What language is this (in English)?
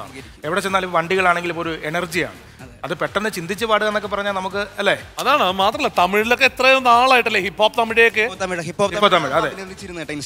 Malayalam